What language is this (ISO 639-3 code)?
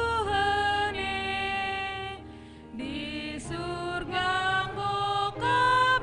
btx